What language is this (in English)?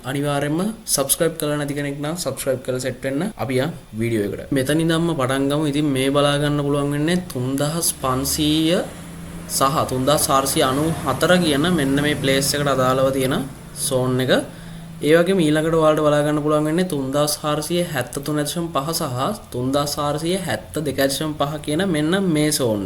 Sinhala